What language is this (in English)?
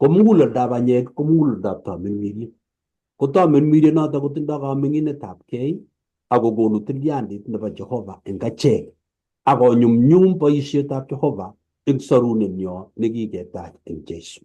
Kalenjin